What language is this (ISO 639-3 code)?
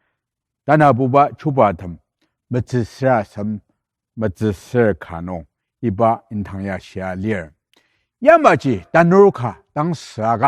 njo